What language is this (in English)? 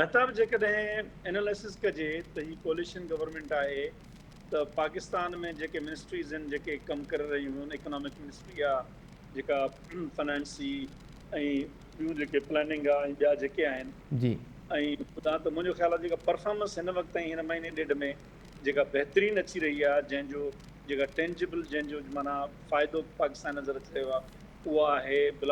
Sindhi